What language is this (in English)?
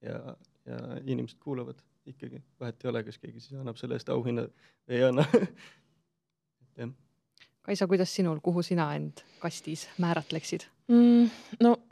Estonian